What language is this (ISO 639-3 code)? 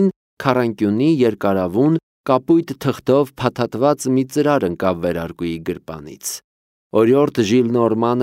hye